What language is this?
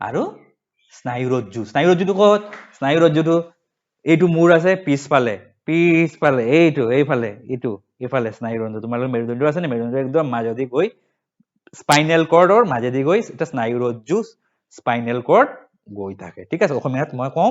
Assamese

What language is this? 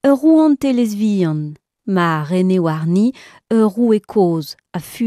Breton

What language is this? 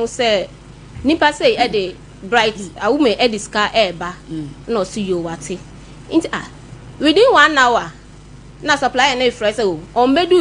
Akan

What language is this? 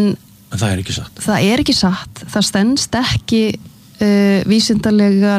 Icelandic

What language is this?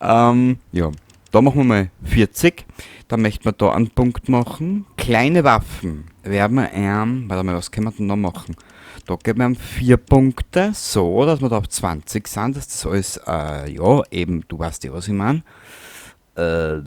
Bavarian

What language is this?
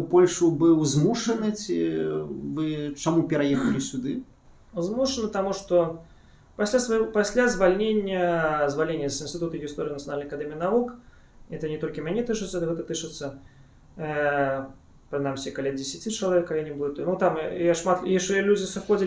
Belarusian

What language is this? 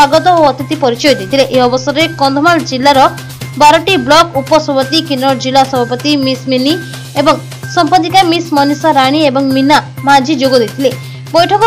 Odia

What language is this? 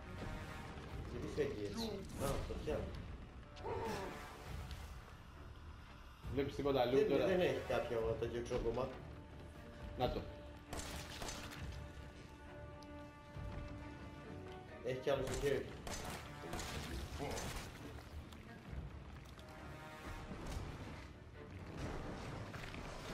Greek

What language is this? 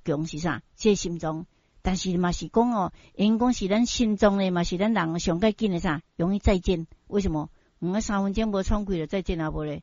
Min Nan Chinese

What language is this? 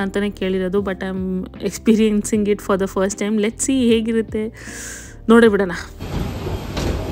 Kannada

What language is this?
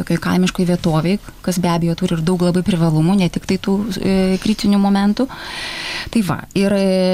Lithuanian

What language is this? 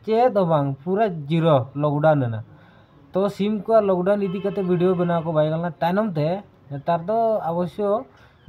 Santali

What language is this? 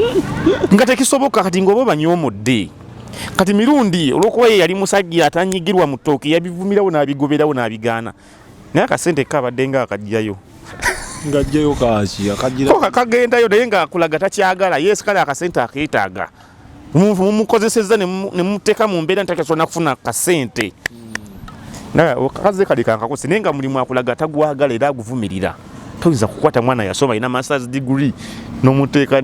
Ganda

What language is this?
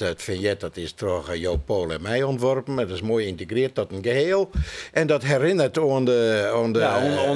Western Frisian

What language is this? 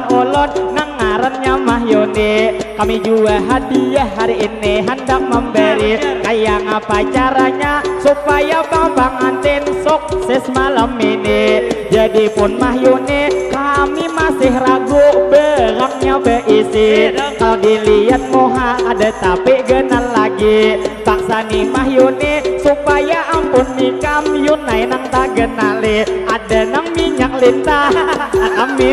Banjar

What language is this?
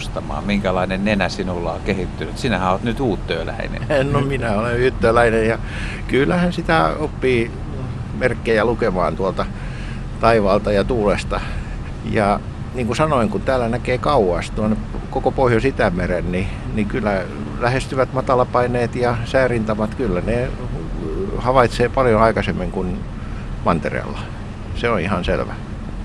Finnish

